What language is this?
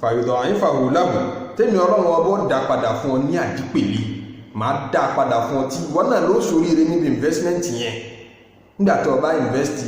Yoruba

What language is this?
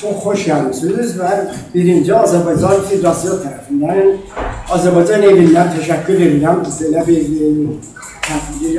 South Azerbaijani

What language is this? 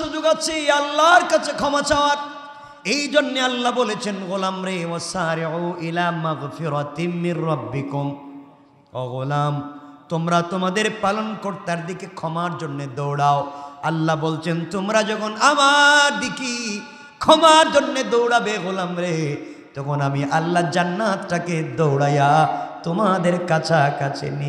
Bangla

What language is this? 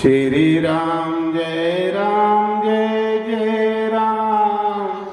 Dogri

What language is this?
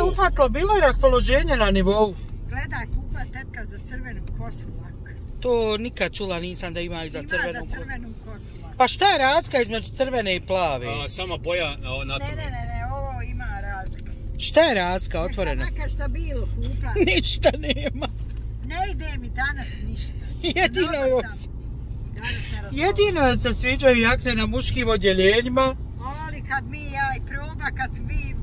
Bosnian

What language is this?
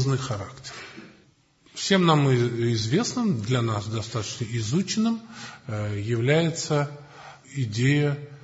Russian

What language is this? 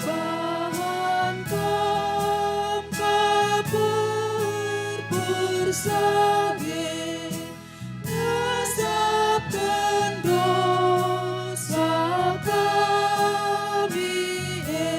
Batak Karo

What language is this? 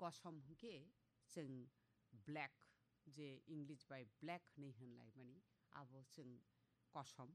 Kok Borok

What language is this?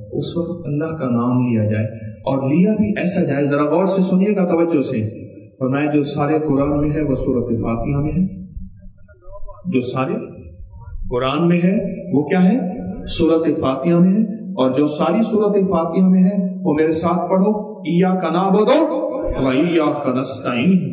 Urdu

